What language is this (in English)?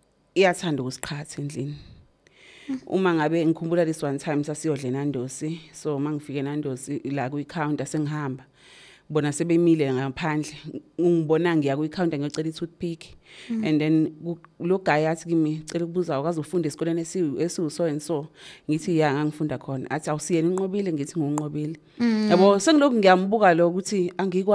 Zulu